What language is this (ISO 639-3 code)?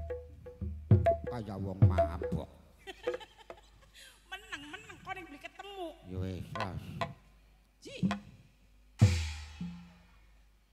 jav